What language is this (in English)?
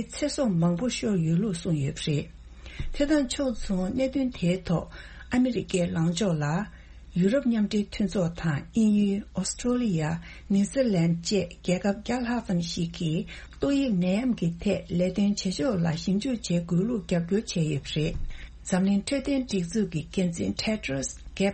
Tibetan